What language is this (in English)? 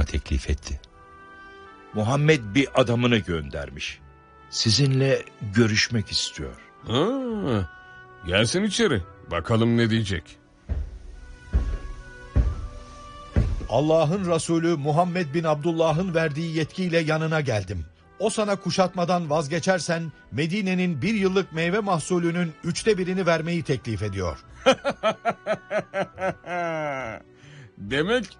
Turkish